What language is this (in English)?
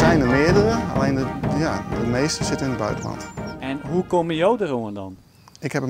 Western Frisian